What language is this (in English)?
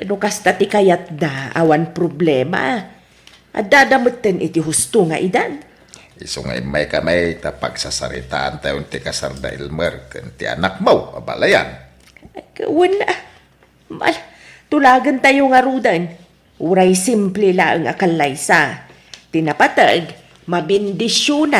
Iloko